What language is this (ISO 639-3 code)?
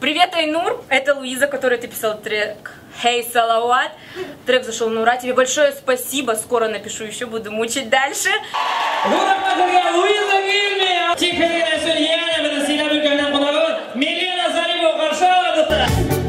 bak